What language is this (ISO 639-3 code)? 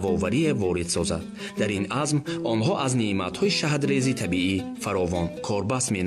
tgk